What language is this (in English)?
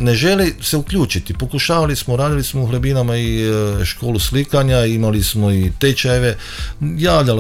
Croatian